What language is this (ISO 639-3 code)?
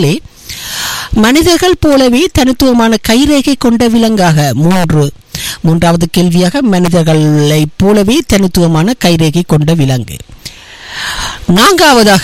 tam